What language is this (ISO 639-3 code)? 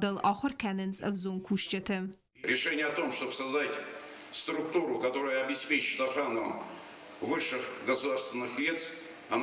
oss